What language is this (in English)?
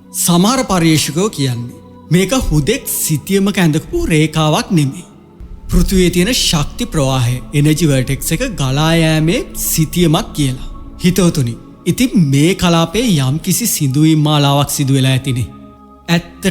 Sinhala